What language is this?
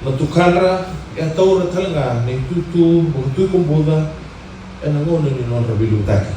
Fijian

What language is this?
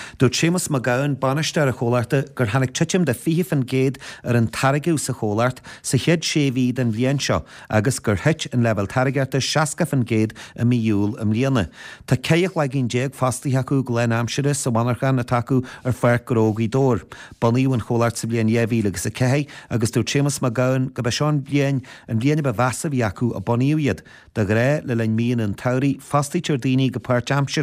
Irish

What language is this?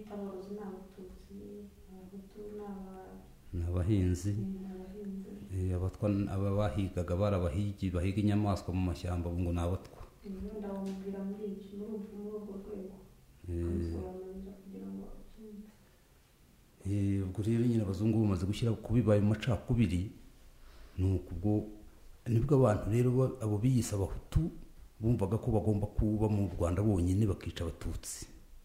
Kinyarwanda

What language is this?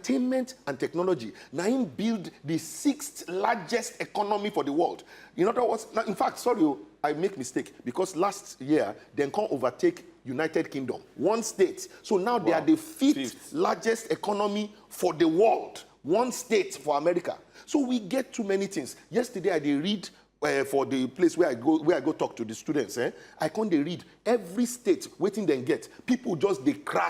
Nigerian Pidgin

